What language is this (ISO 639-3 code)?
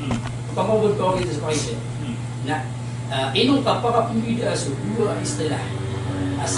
mrw